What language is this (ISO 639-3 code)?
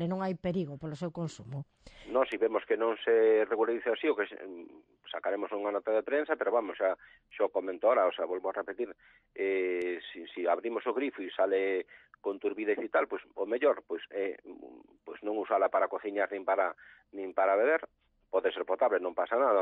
glg